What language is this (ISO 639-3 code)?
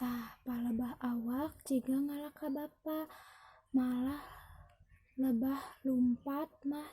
sun